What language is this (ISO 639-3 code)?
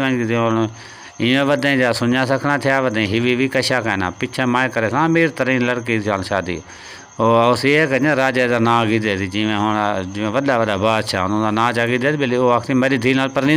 skr